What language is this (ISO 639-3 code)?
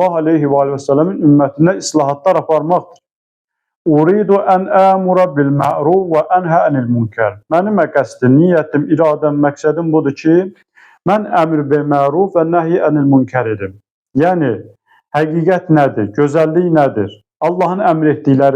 aze